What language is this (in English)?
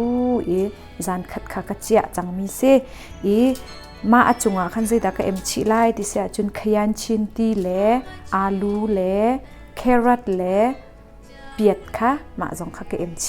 Hakha Chin